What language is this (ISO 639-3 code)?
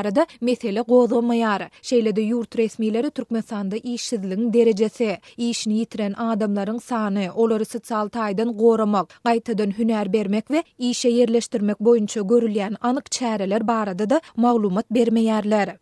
tuk